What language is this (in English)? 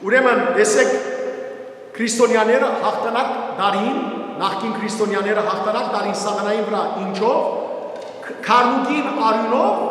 Western Armenian